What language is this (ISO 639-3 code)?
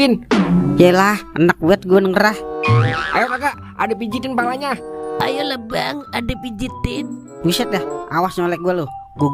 bew